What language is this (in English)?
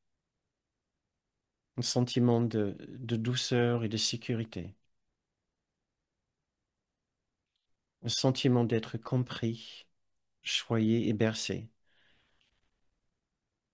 French